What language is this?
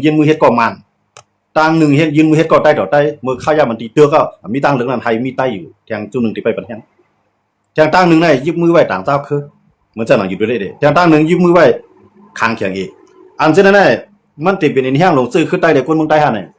Shan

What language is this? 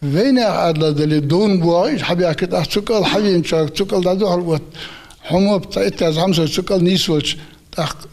Ingush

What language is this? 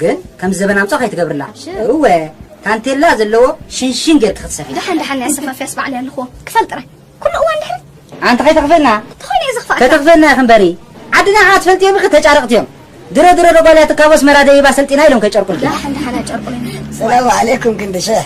Tigrinya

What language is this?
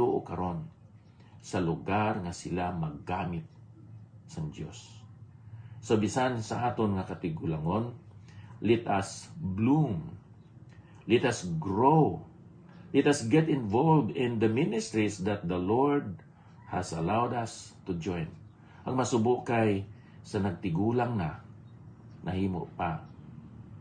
Hiligaynon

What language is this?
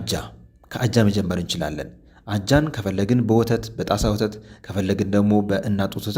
Amharic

